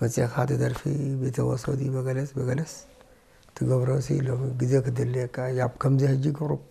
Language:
Tigrinya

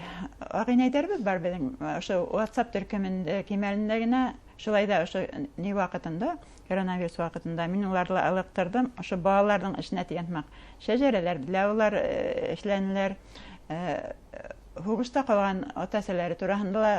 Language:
Bashkir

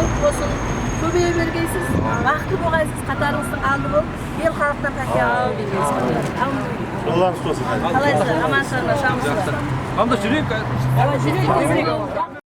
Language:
Kara-Kalpak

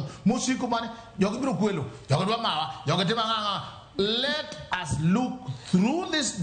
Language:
Luo (Kenya and Tanzania)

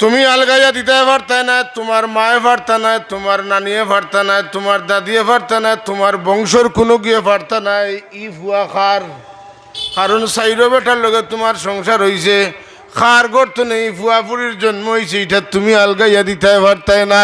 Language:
Sylheti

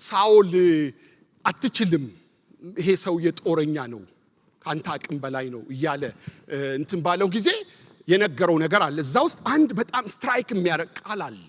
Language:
Amharic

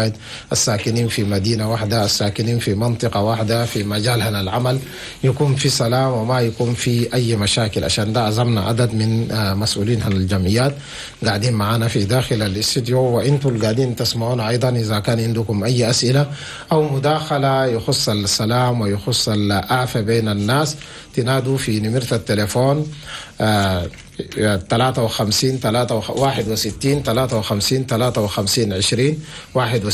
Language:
Chadian Arabic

